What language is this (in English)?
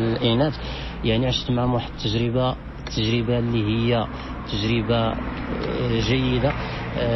Moroccan Arabic